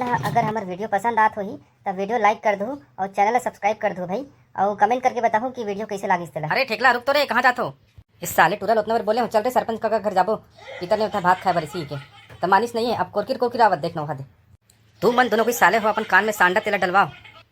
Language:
Chhattisgarhi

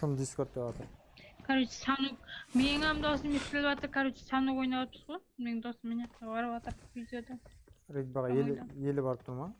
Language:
Kara-Kalpak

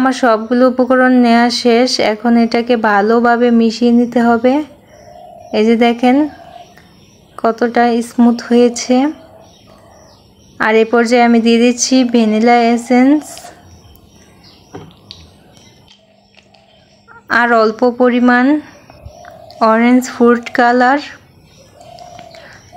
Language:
Bangla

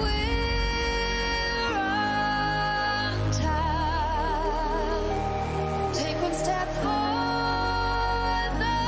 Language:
Kara-Kalpak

